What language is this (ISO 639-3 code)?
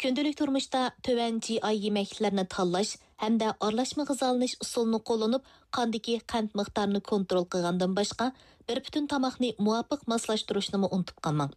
uig